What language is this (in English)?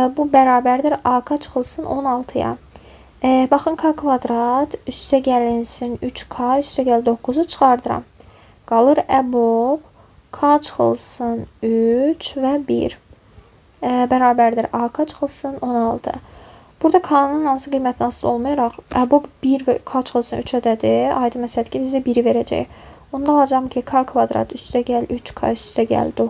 Azerbaijani